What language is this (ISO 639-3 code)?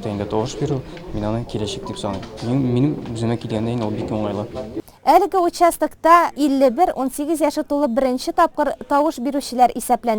tat